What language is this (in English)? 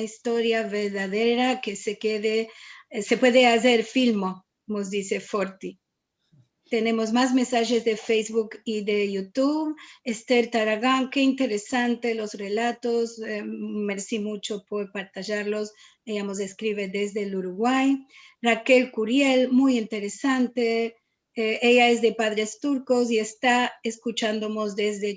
Ladino